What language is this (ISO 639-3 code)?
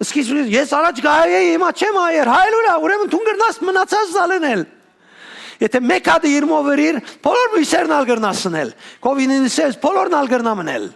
hyw